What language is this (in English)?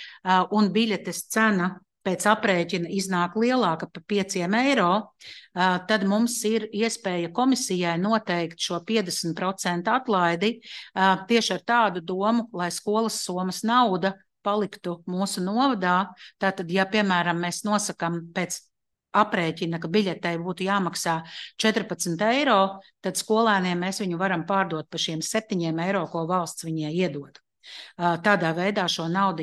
Latvian